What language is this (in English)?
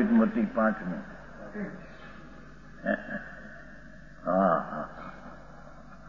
Gujarati